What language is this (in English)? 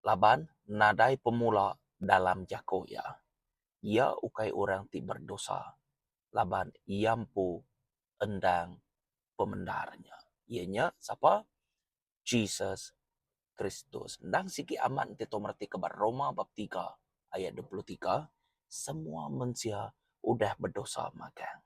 Iban